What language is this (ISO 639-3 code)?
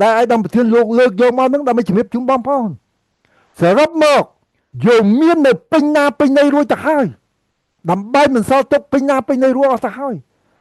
khm